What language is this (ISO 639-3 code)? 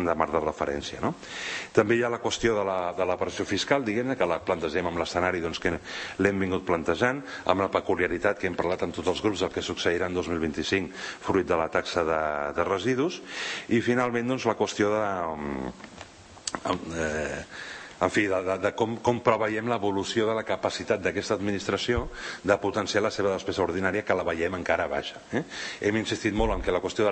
cat